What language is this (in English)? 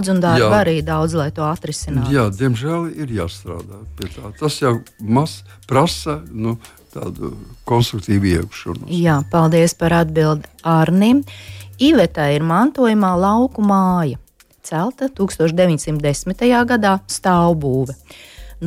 Latvian